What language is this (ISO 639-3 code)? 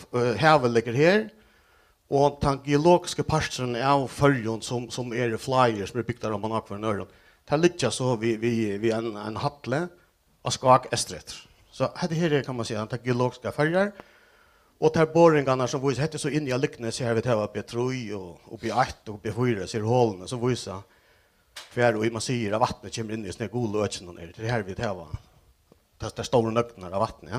fao